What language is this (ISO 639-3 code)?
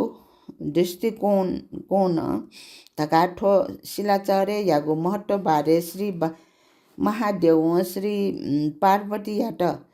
new